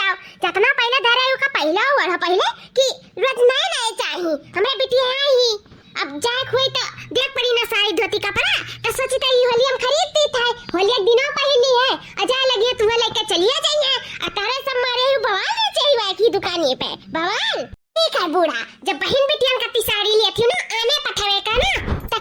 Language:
Awadhi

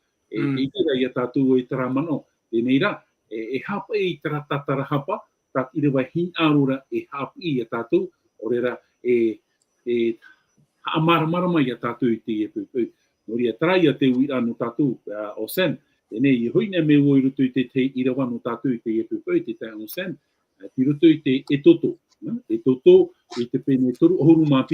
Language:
Tahitian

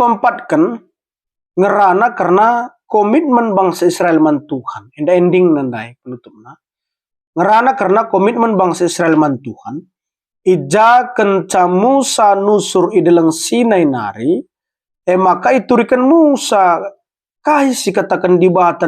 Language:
Batak Karo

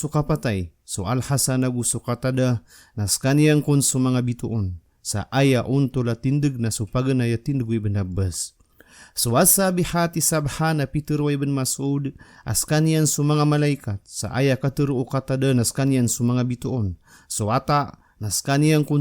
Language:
Maranao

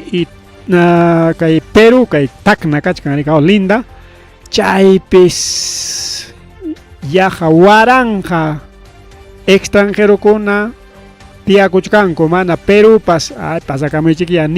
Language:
Ayacucho Quechua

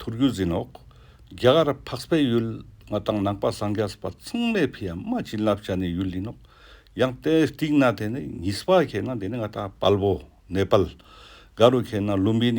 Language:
Ladakhi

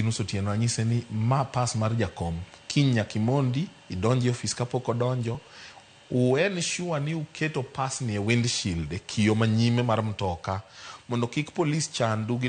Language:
Luo (Kenya and Tanzania)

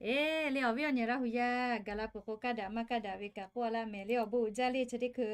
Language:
Lahu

